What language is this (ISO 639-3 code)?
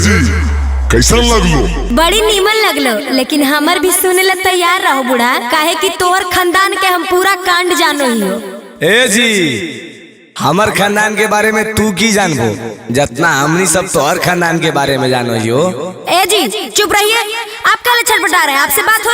mag